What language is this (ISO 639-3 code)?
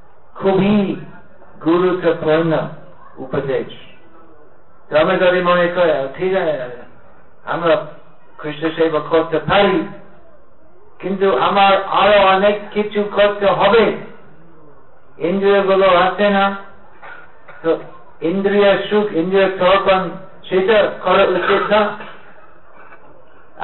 ben